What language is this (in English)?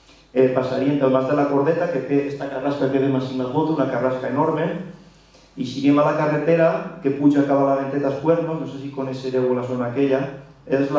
Catalan